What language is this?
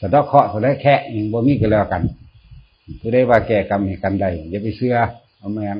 Northeastern Thai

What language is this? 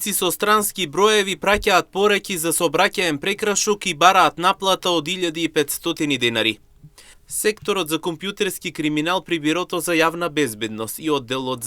Macedonian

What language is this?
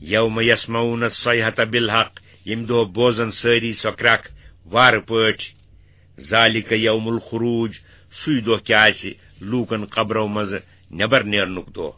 Kashmiri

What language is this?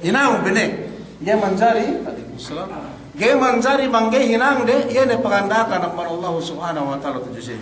Yakan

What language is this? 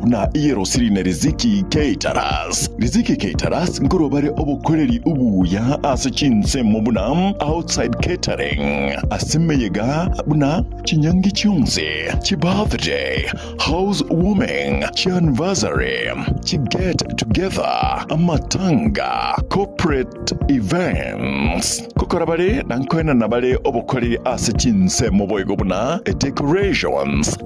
Gusii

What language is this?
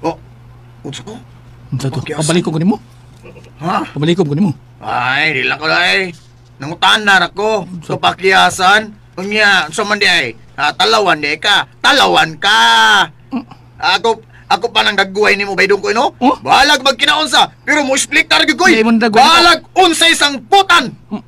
Cebuano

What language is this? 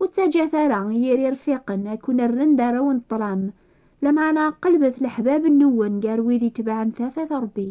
Kabyle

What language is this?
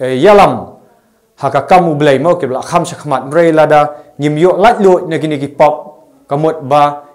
Khasi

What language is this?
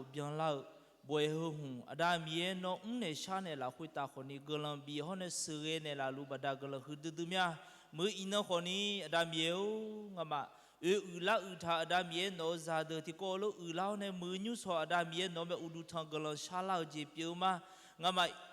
Akha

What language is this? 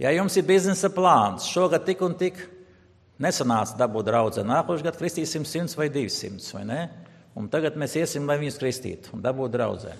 Latvian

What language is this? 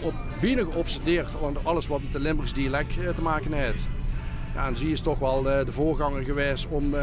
Limburgish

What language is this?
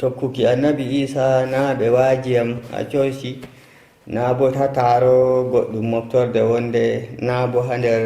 Nigerian Fulfulde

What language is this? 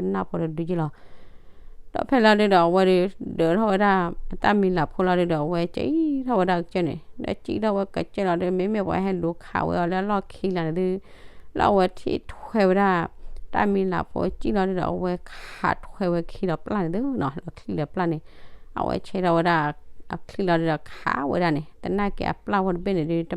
S'gaw Karen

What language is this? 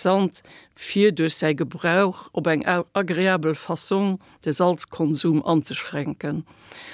Luxembourgish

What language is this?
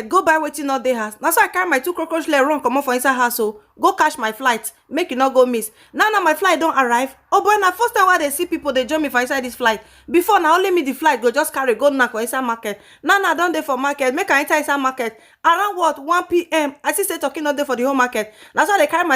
Nigerian Pidgin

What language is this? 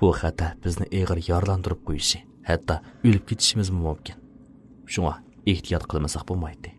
Uyghur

